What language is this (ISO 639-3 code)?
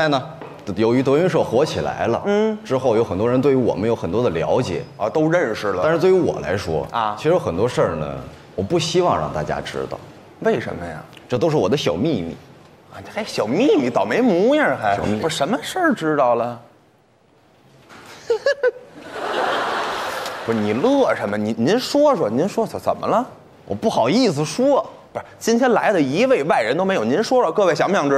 zho